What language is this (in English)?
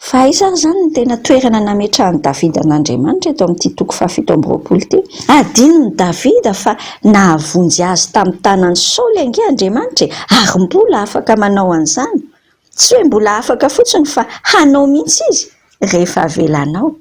Malagasy